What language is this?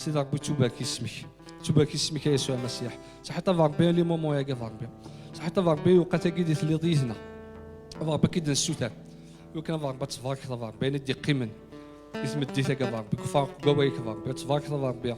Kabyle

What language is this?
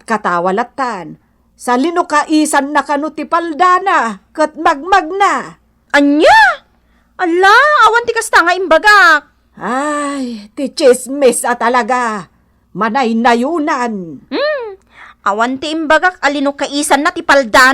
Iloko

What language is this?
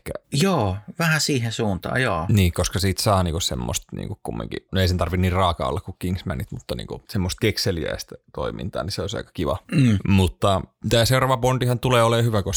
Finnish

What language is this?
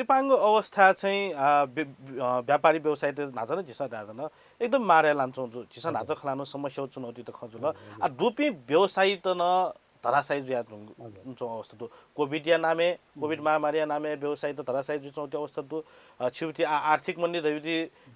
Newari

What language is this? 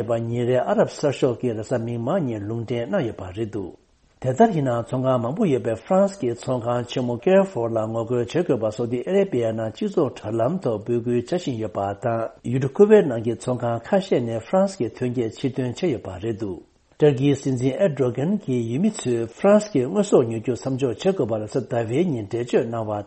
Tibetan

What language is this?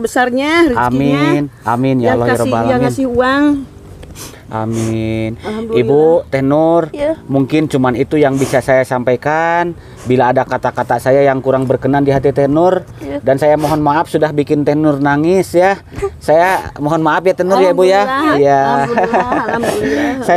Indonesian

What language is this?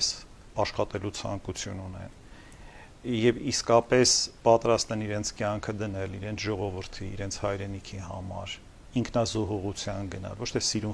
Armenian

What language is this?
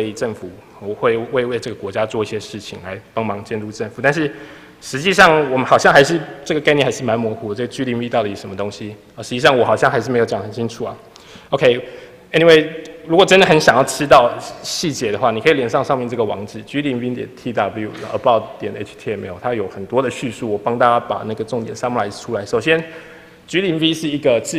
Chinese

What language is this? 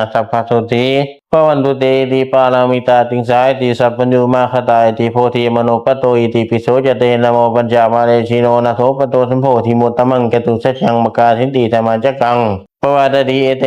Pali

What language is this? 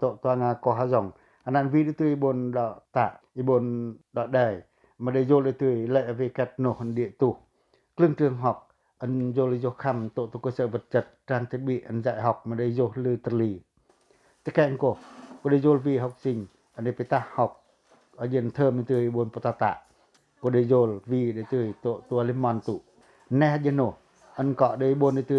Pacoh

